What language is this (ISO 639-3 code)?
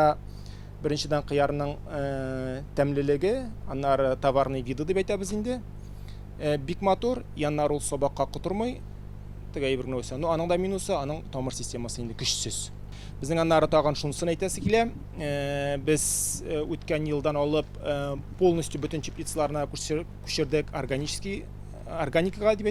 tat